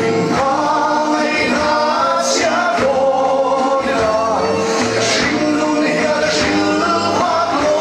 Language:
Mizo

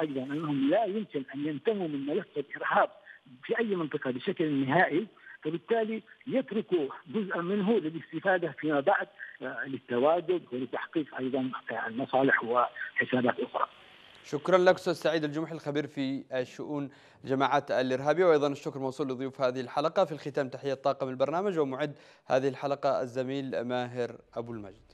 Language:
Arabic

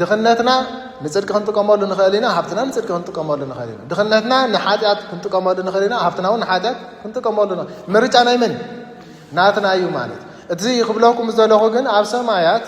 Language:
Tigrinya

